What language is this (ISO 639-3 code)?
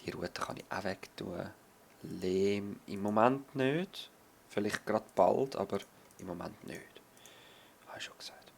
gsw